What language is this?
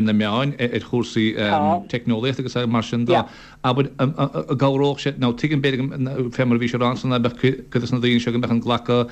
Irish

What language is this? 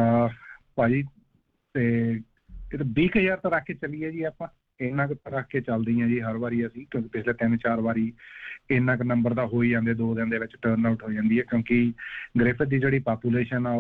Punjabi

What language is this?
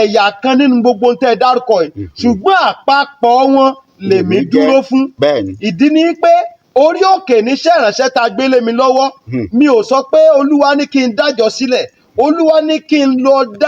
Yoruba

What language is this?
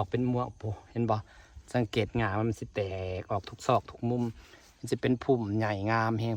Northeastern Thai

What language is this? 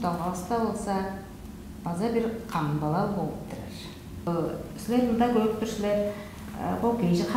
Tuvinian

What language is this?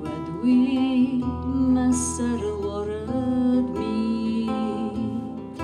Ossetic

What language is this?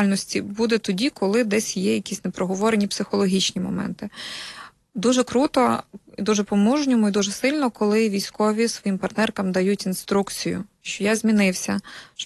Ukrainian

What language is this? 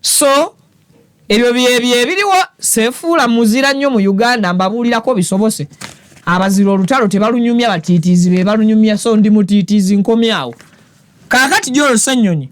Ganda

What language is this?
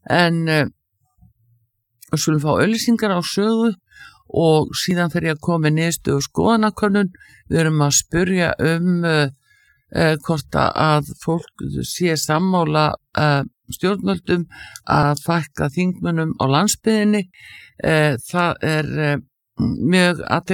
Icelandic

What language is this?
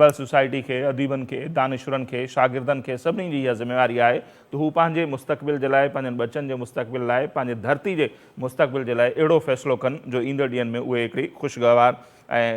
Sindhi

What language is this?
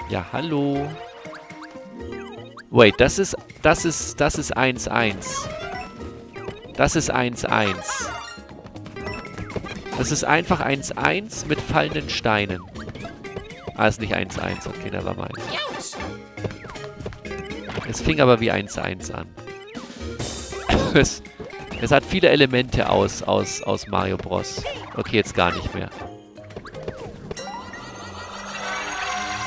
German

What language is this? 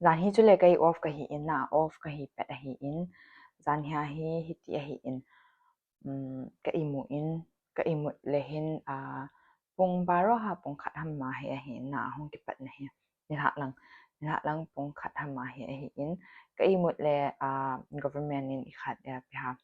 Thado Chin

